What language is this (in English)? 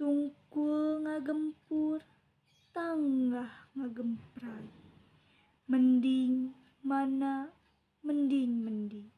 Sundanese